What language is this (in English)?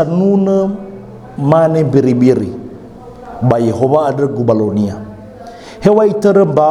Nias